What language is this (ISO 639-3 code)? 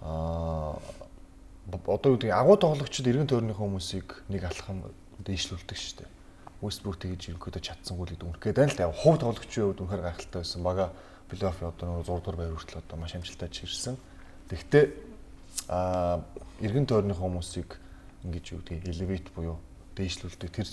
mon